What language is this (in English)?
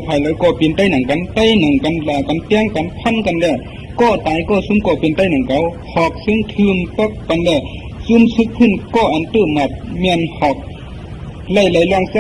Shan